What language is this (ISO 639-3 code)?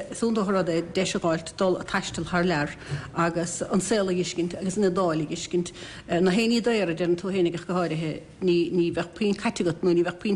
gle